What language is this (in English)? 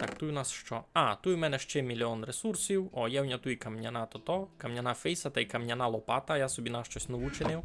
Rusyn